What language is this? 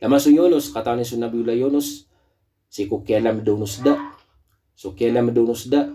Maranao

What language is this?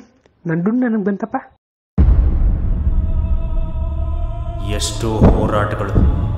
Kannada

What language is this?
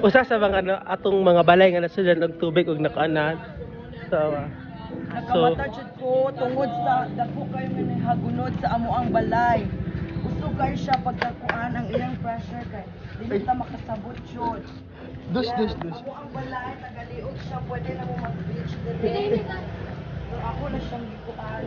Cebuano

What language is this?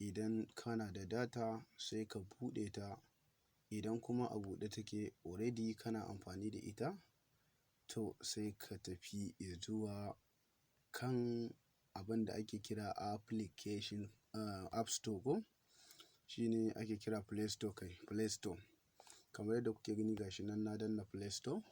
Hausa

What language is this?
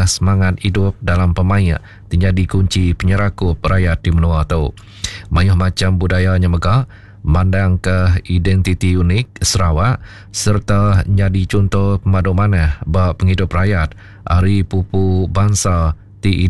Iban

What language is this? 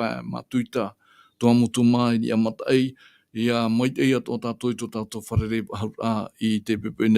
Tahitian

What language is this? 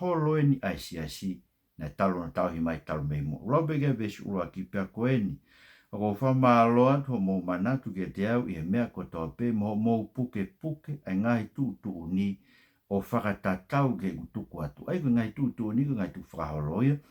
Tongan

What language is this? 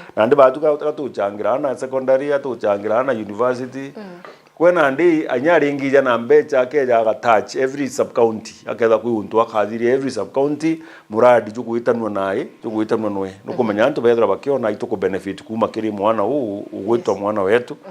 Meru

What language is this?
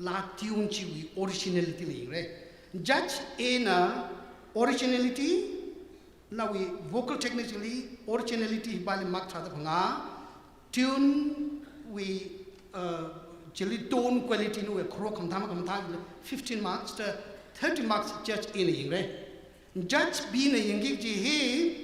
Tangkhul Naga (India)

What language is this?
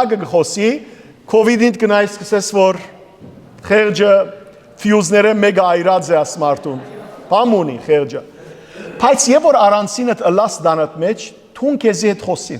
Western Armenian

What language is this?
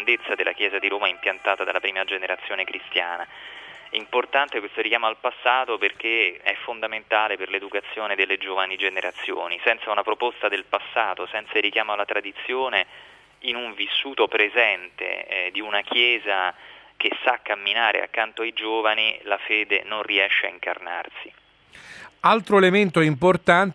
Italian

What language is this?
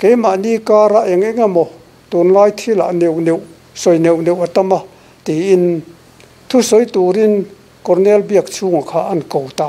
Mizo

